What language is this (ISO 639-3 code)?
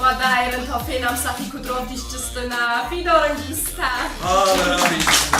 oss